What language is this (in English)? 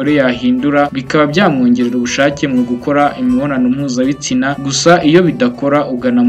Kinyarwanda